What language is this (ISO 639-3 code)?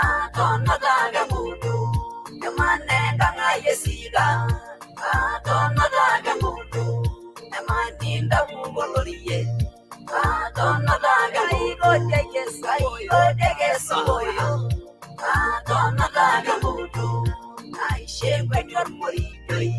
mas